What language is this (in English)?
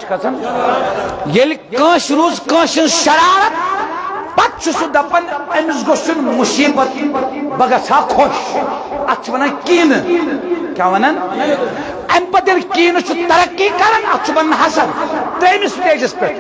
Kashmiri